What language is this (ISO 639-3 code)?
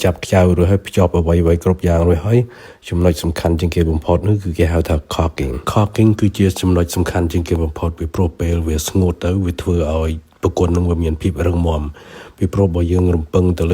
khm